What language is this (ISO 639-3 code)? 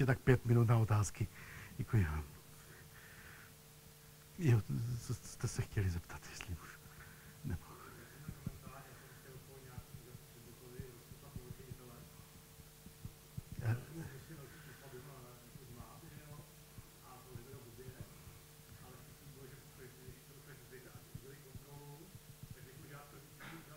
ces